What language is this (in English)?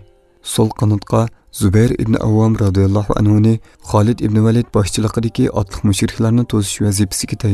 Uyghur